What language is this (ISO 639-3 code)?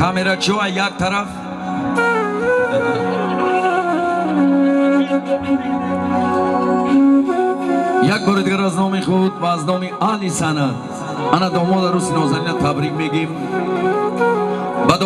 fas